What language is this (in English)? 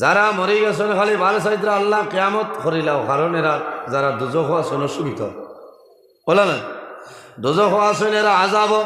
Sylheti